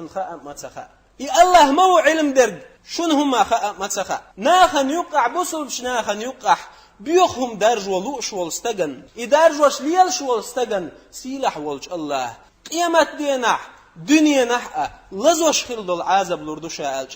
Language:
Chechen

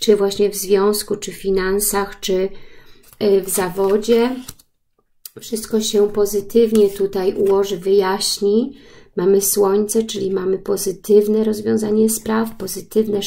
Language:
Polish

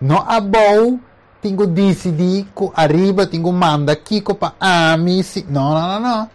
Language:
Papiamento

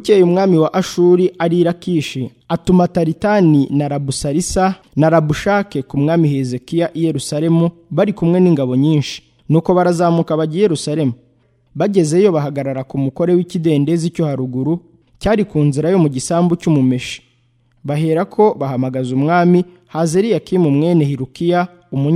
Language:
Kinyarwanda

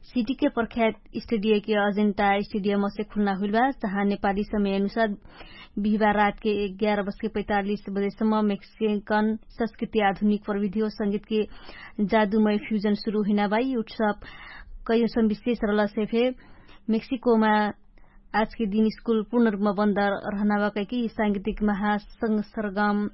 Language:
Dangaura Tharu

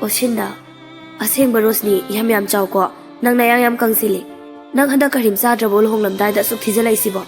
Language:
Manipuri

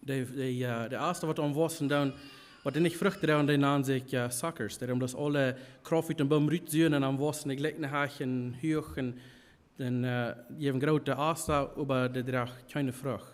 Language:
Plautdietsch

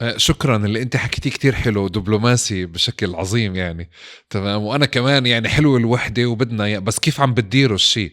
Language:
North Levantine Arabic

